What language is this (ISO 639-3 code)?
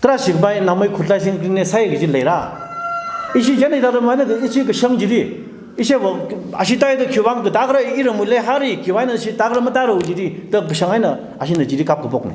nmf